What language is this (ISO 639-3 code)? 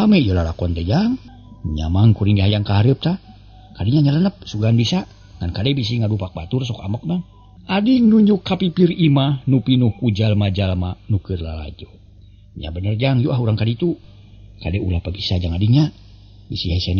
sun